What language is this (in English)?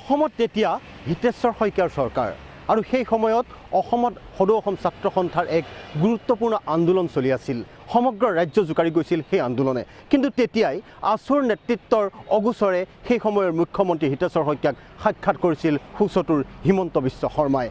Assamese